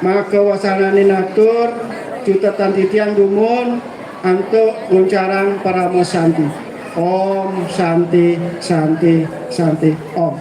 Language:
Balinese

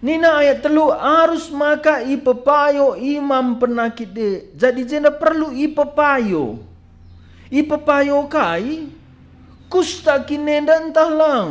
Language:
Batak Karo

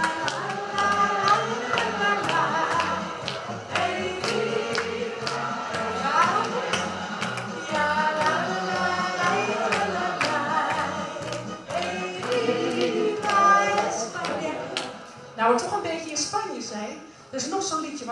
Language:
Dutch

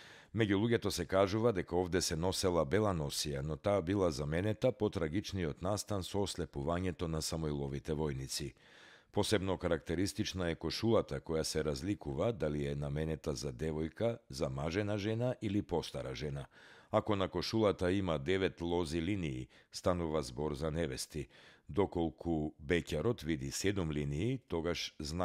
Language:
Macedonian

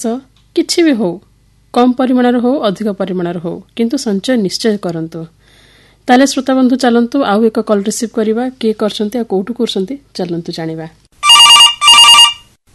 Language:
Odia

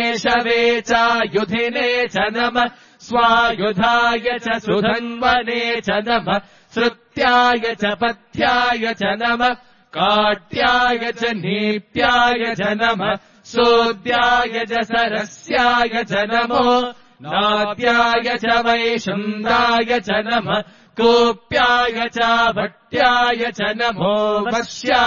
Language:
Sanskrit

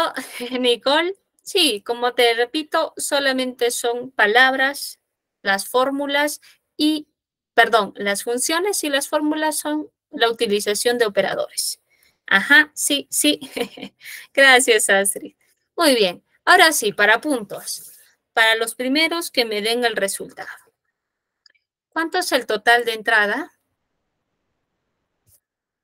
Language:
Spanish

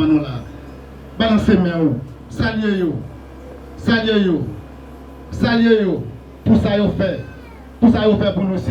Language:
Haitian Creole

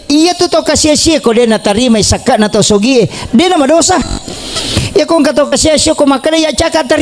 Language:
Buginese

